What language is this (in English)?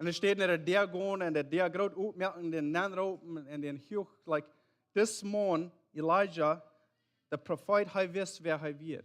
Plautdietsch